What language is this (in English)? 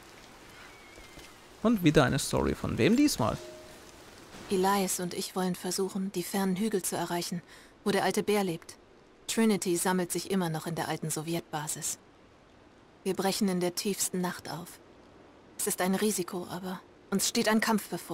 German